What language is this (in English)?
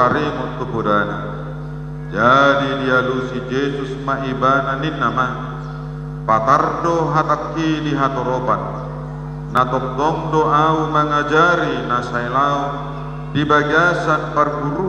Batak Toba